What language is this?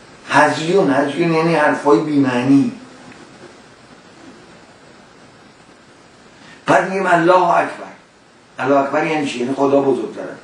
Persian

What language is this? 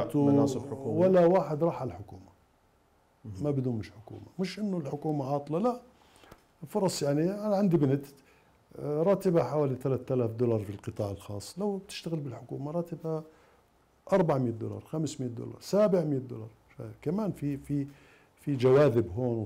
Mesopotamian Arabic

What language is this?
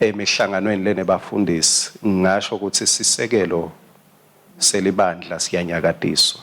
Swati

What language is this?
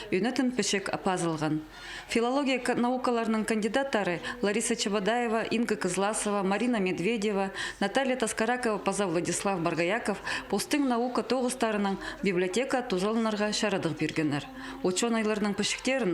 Khakas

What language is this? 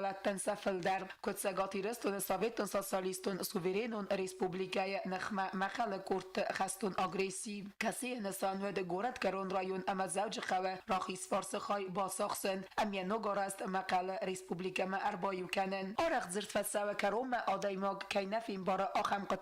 Ossetic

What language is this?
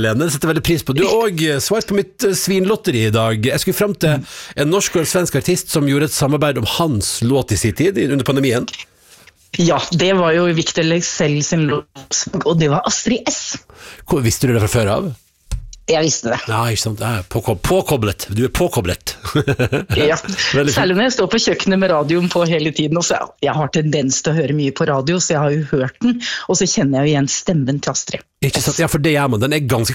Norwegian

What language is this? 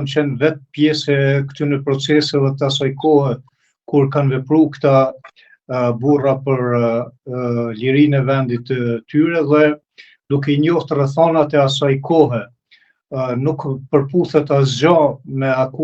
Albanian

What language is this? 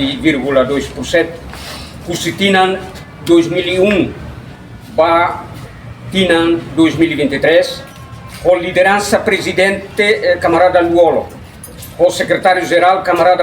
Tetum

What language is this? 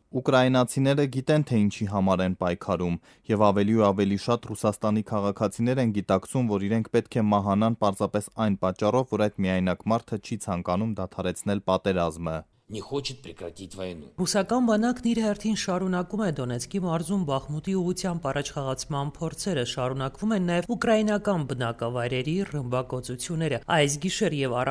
Armenian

